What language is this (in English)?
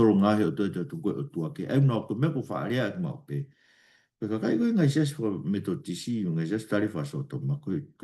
Tongan